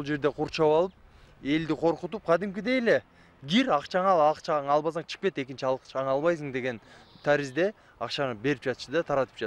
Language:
Kyrgyz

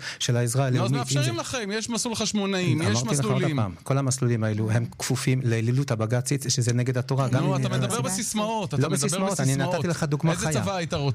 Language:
Hebrew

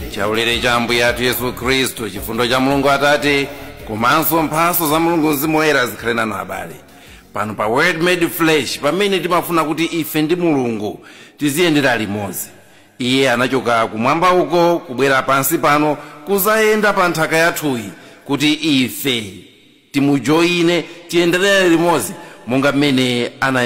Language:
Nyanja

